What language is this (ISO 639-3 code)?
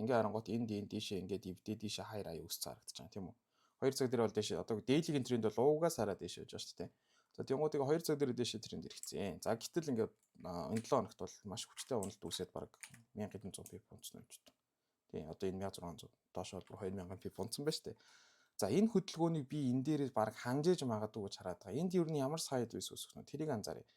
mon